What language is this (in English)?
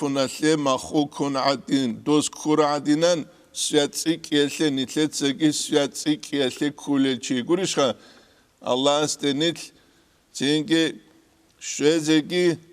Avaric